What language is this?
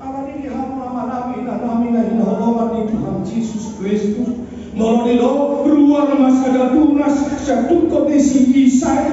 Batak Toba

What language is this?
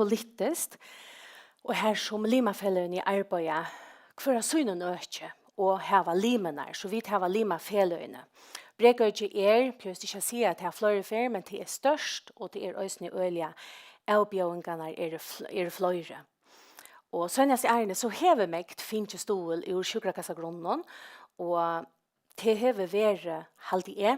Faroese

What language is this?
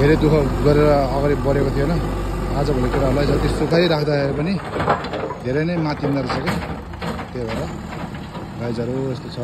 Nepali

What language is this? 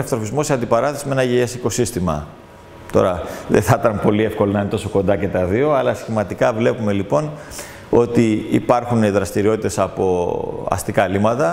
Greek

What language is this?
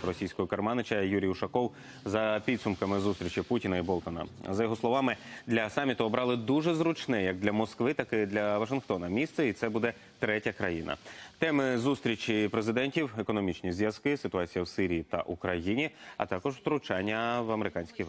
Ukrainian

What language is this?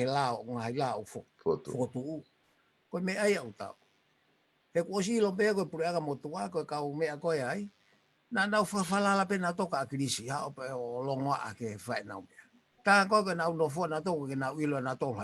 Tongan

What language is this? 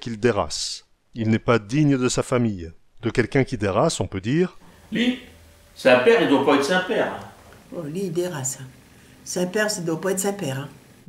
Picard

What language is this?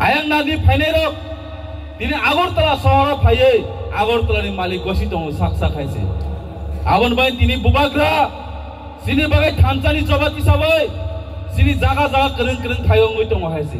Kok Borok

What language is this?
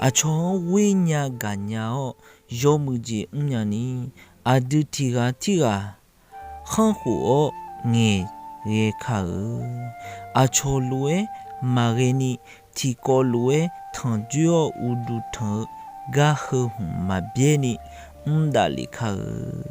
Akha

